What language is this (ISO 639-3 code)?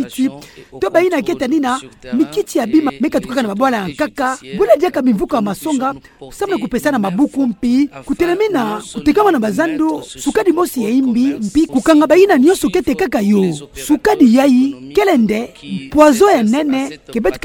ktu